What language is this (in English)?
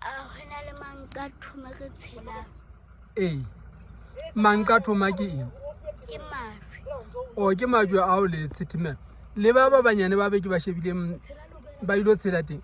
Southern Sotho